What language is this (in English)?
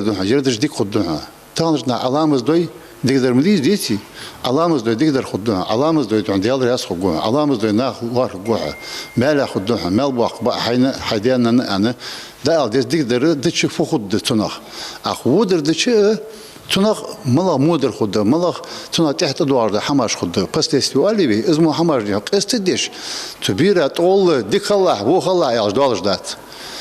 Ingush